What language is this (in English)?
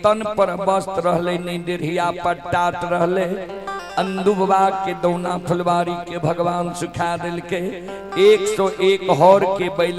Maithili